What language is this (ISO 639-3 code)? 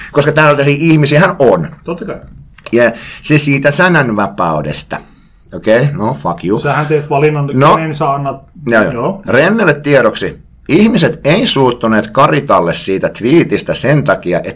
fin